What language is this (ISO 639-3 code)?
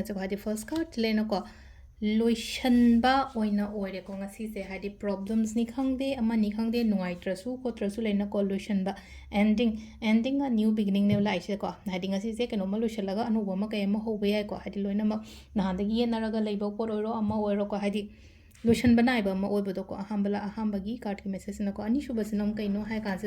mni